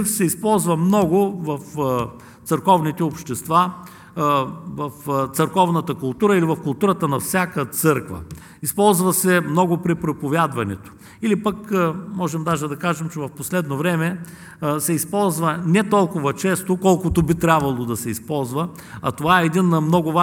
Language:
Bulgarian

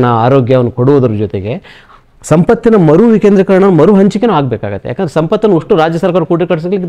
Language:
Kannada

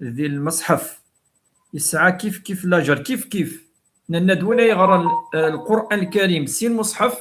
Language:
Kabyle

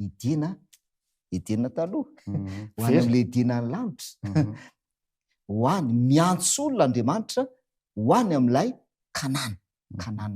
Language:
Malagasy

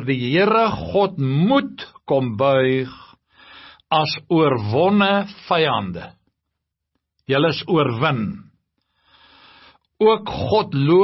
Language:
Afrikaans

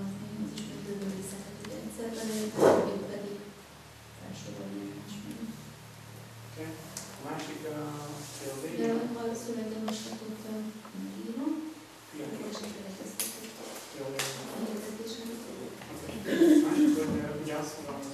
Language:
Hungarian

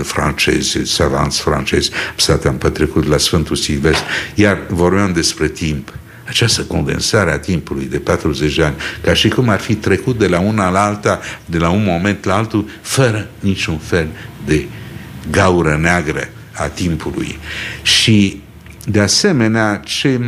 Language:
Romanian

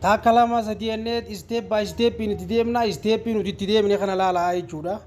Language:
Oromo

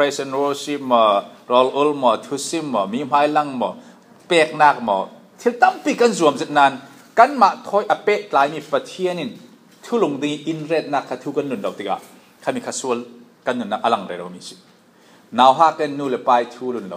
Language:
Falam Chin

